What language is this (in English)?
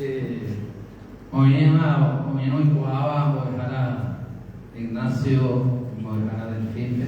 Guarani